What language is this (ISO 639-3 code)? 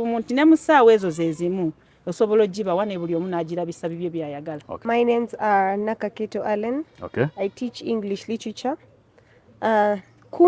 lug